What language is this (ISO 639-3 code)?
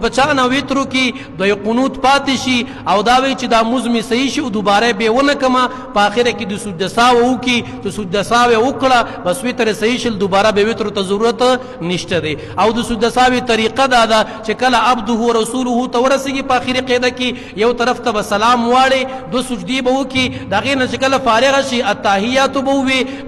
pus